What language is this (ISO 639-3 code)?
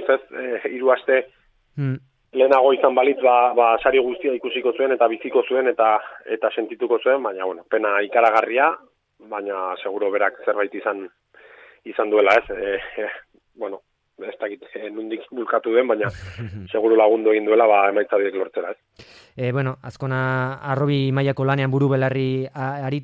eus